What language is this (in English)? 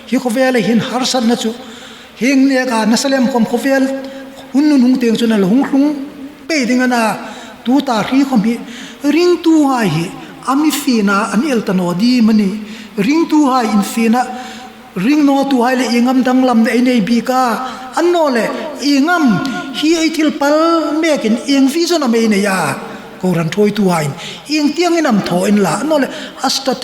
Hmar